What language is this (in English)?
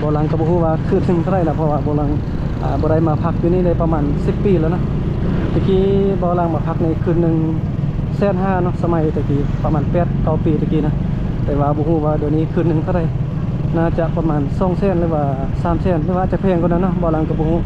Lao